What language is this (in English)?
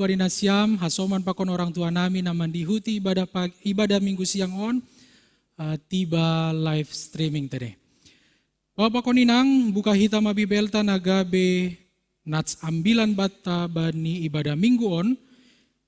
Batak Simalungun